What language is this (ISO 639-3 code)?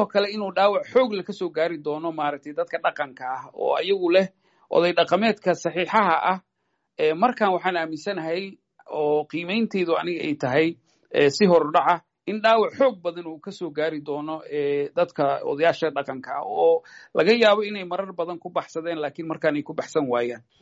som